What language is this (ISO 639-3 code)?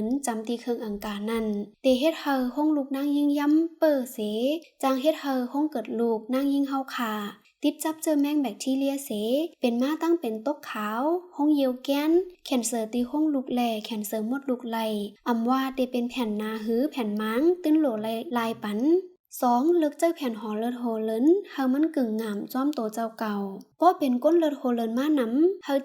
shn